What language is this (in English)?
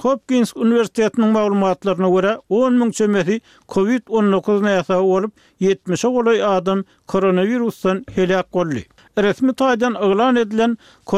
Turkmen